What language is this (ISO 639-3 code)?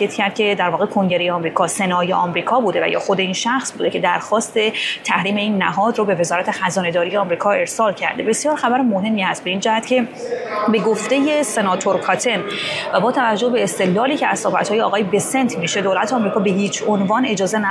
fas